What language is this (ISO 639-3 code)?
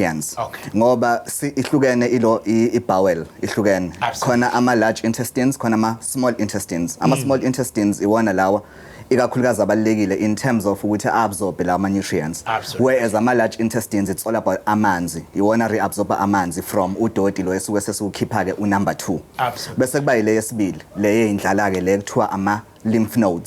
zul